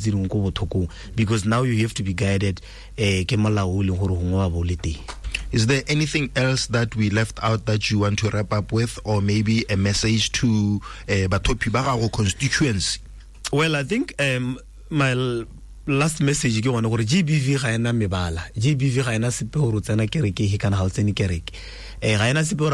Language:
Tswana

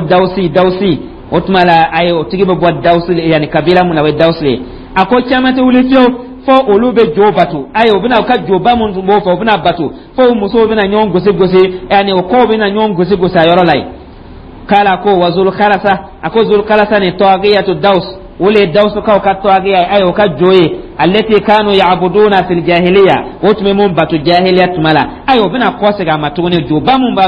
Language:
Dyula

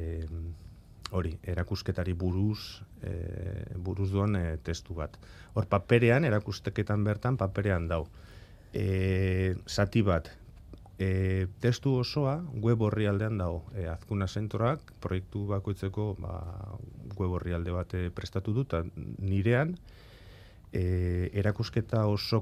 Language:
Basque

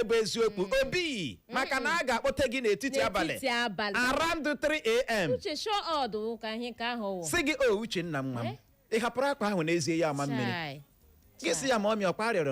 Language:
Igbo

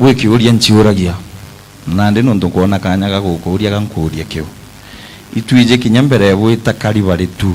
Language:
Meru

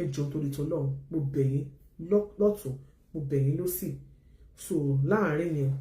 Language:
Yoruba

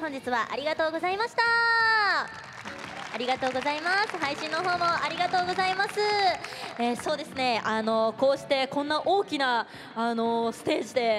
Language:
Japanese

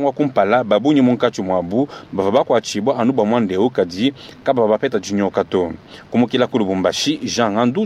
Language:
Luba-Lulua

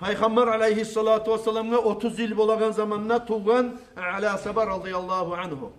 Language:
Kumyk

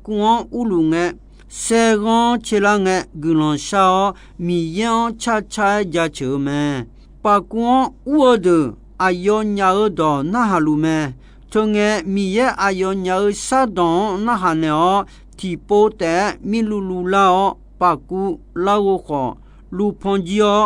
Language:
Akha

